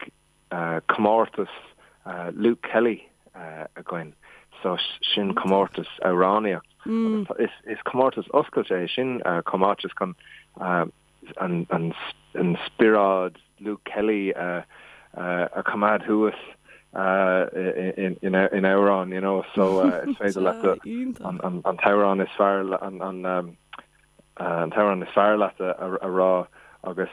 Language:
Irish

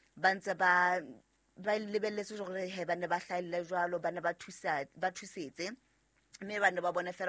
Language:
Southern Sotho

